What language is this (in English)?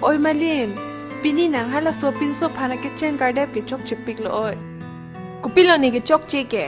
Karbi